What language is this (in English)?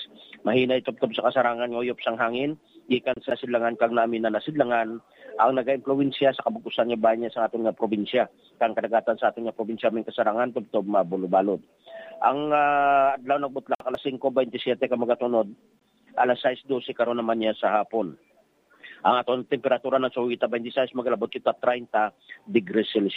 Hiligaynon